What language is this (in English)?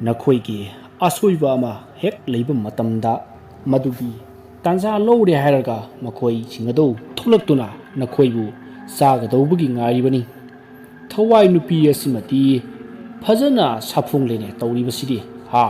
Manipuri